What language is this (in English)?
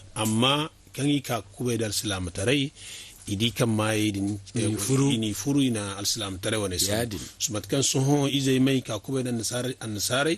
Zarma